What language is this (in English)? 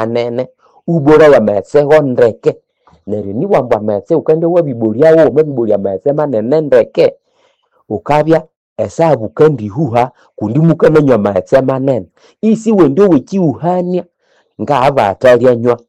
Nande